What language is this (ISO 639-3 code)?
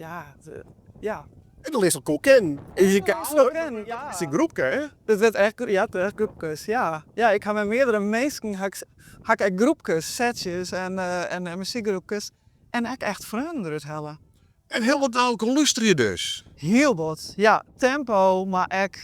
fry